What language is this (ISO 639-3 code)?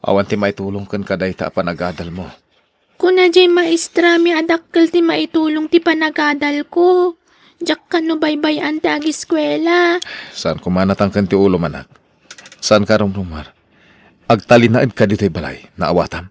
ilo